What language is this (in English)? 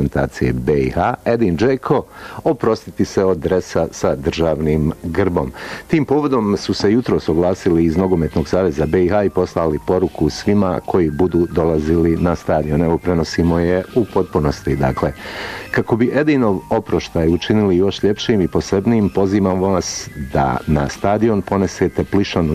Bosnian